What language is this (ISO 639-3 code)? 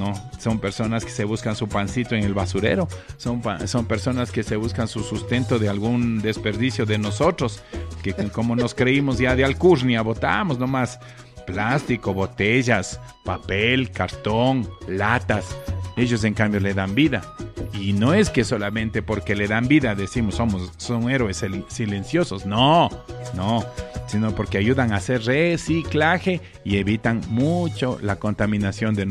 spa